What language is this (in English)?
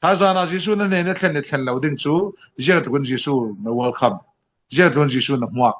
Falam Chin